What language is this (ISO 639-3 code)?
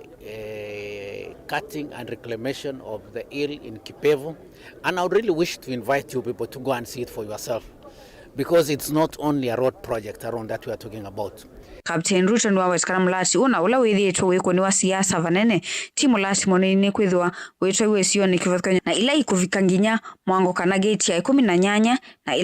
kam